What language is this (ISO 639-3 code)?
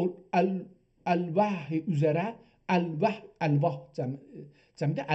azb